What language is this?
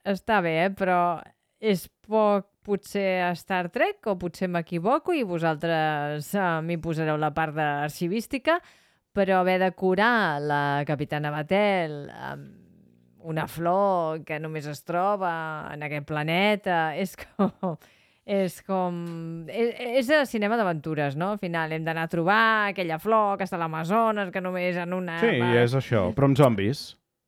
Catalan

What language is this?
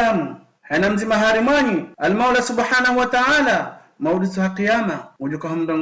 Ngazidja Comorian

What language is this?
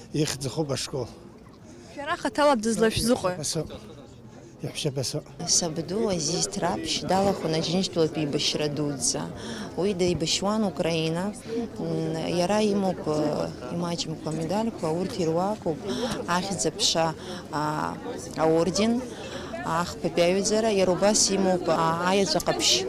Abkhazian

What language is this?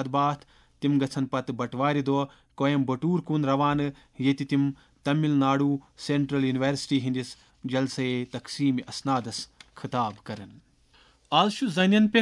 Kashmiri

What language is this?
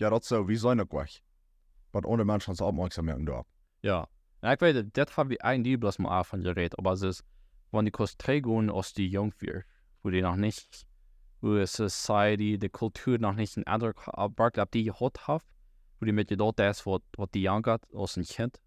Plautdietsch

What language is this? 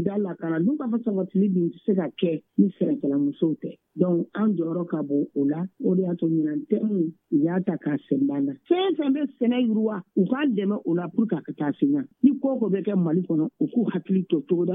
Bambara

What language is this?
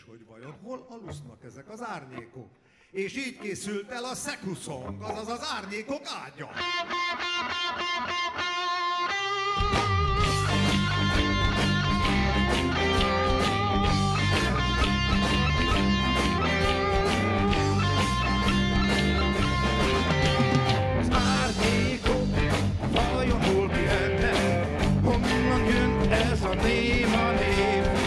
Hungarian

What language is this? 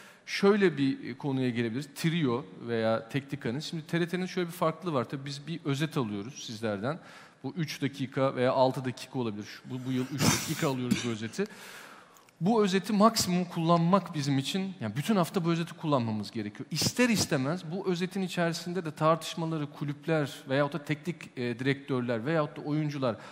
Turkish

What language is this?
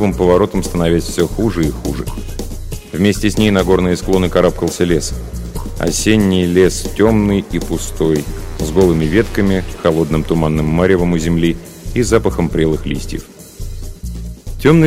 Russian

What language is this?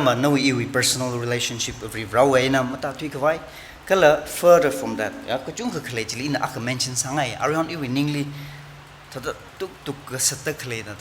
Tangkhul Naga (India)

